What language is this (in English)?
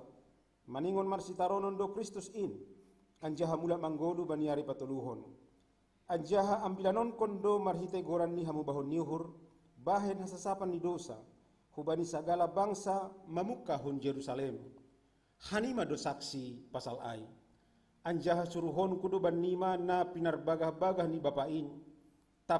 Batak Simalungun